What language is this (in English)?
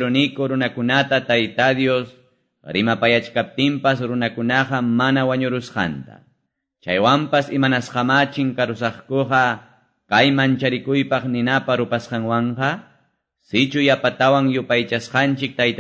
Quechua